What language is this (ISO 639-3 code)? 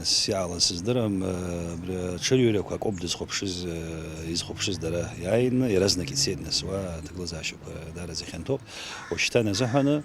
abk